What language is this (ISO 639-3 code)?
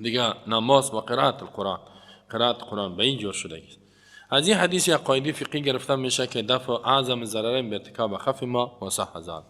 fas